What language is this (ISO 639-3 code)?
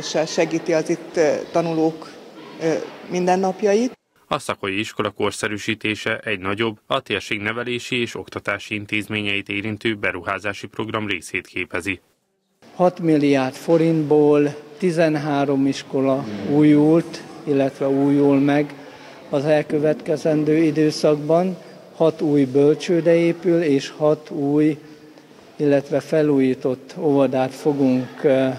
hun